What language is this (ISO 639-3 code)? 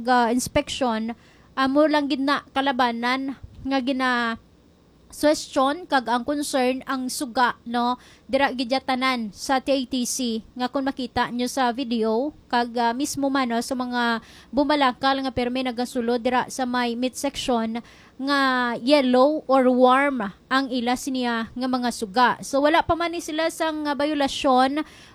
hil